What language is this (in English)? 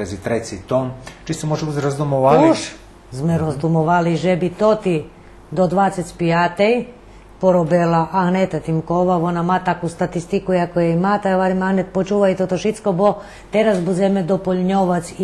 Rusyn